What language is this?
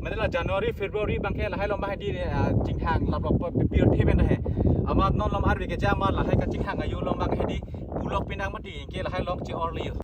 Karbi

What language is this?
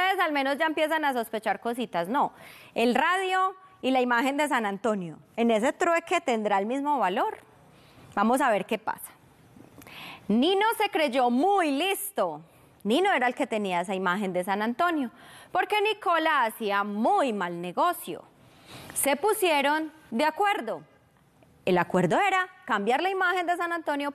Spanish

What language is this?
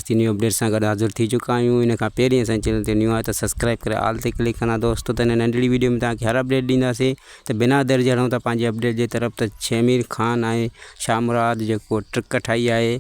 Sindhi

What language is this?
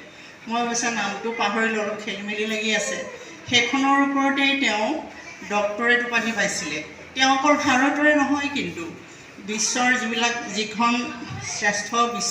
Assamese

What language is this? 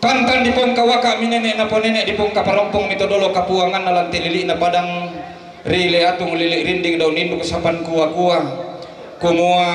Toraja-Sa'dan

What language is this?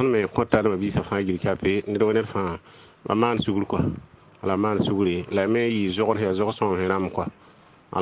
Mossi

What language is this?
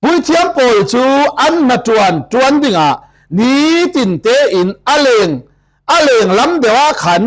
Falam Chin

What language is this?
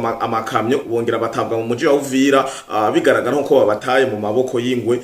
Rundi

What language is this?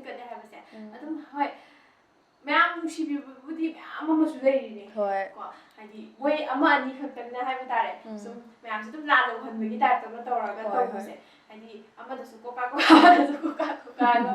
Manipuri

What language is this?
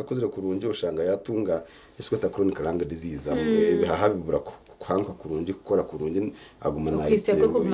Nyankole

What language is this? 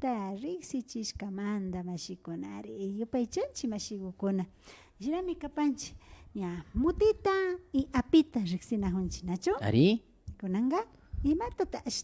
Imbabura Highland Quichua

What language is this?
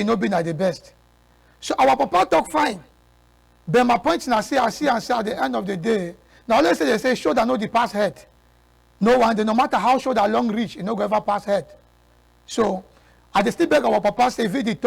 Cameroon Pidgin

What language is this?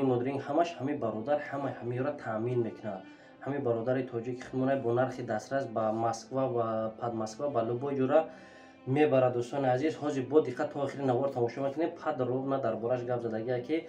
Tajik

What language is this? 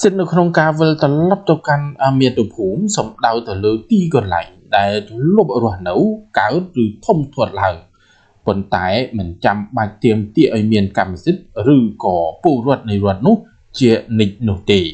Khmer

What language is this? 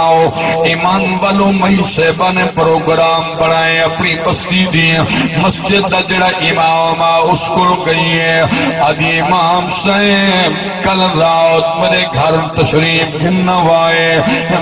Saraiki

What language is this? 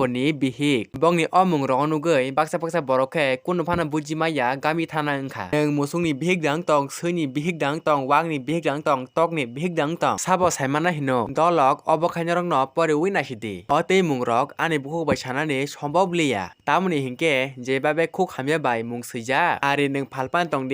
Kok Borok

